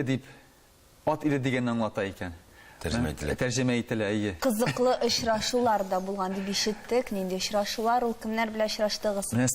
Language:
Tatar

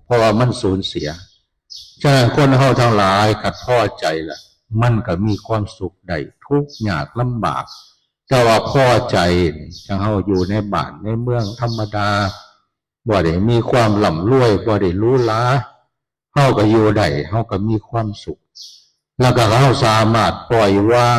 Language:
Northeastern Thai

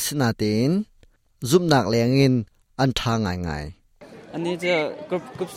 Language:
Hakha Chin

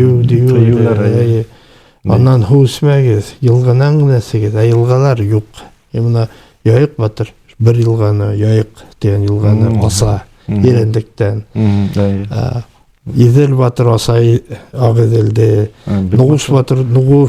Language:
Bashkir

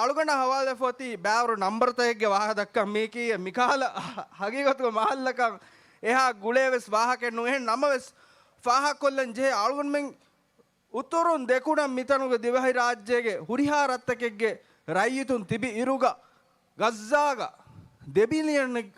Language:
Divehi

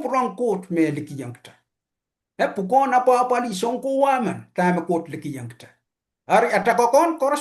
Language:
Pohnpeian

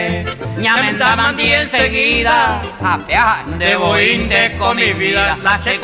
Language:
Guarani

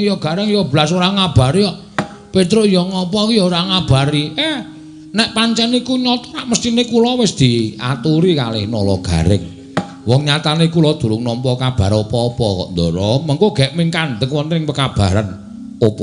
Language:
Javanese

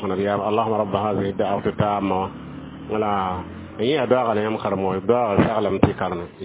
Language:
Mossi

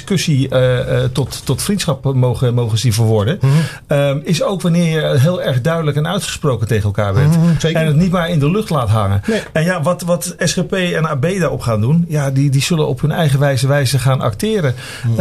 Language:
Dutch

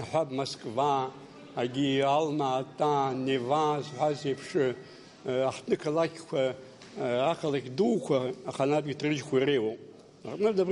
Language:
Abkhazian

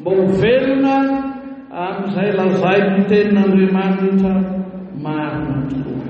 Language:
Malagasy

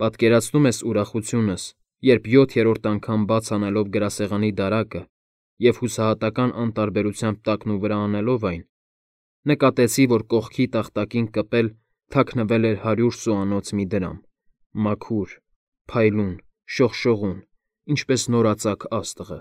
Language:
Armenian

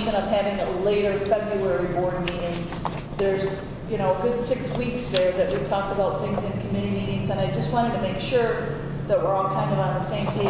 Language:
English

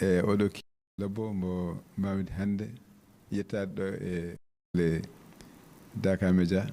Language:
Fula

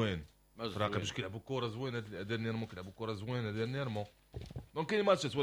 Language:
Moroccan Arabic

